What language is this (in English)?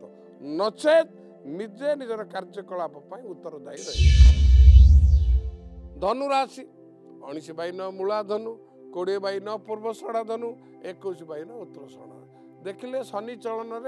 Odia